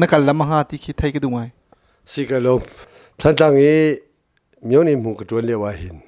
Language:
Hakha Chin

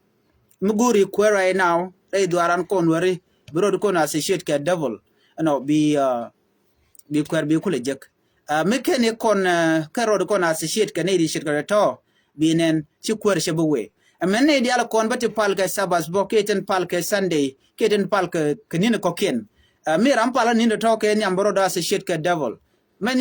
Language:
Nuer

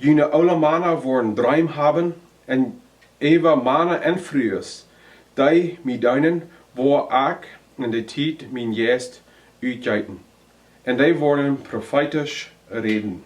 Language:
Plautdietsch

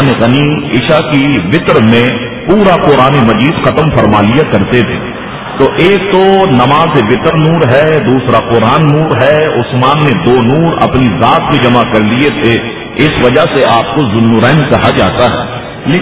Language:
Urdu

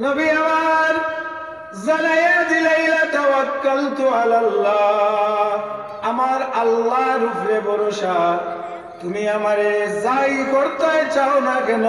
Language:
Sylheti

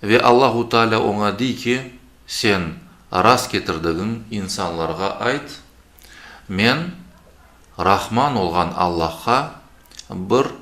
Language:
Crimean Tatar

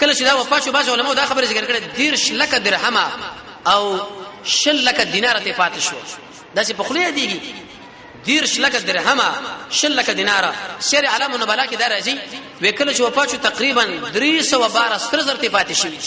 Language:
Pashto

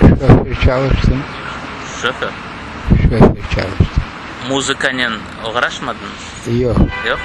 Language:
Crimean Tatar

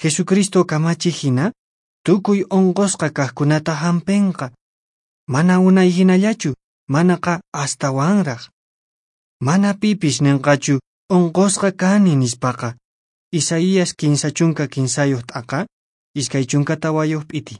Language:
Quechua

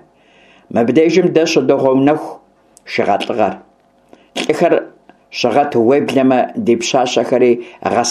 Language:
Kabardian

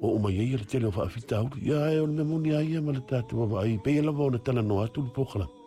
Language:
Samoan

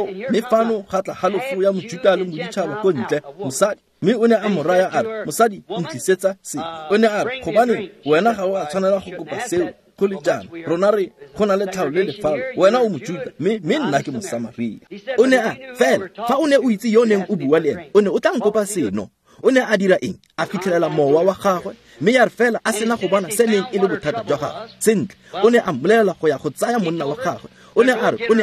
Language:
Tswana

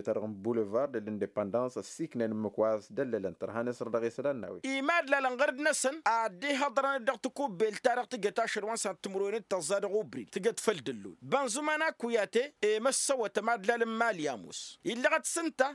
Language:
Tamasheq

